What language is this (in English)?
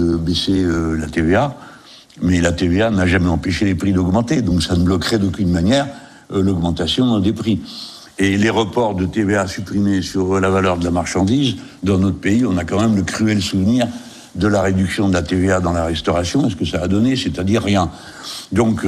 French